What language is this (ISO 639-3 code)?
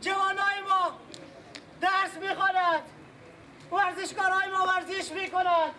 fas